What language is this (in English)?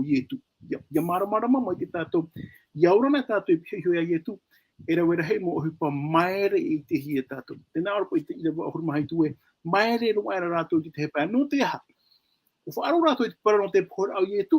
Tahitian